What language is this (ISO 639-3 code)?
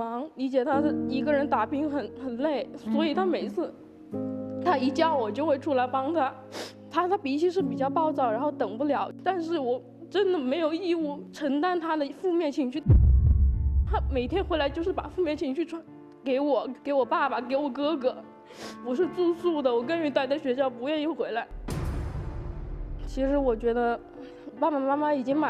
zho